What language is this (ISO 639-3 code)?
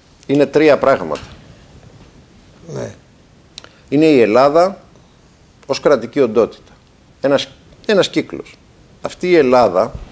ell